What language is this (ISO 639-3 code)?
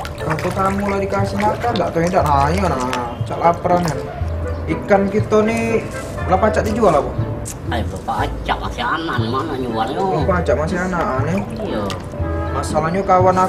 mui